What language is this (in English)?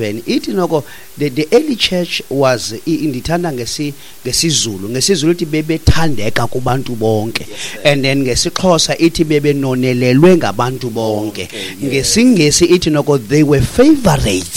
Xhosa